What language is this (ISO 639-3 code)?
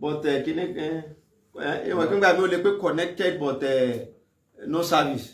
yor